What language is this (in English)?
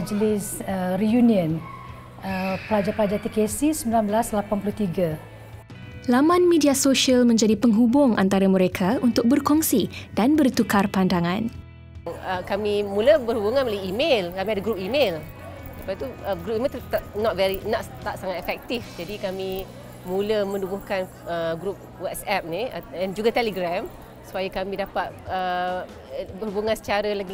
Malay